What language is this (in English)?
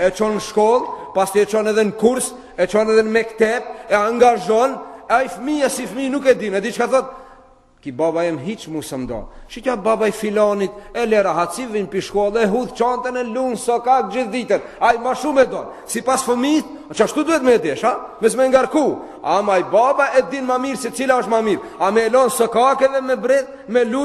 Albanian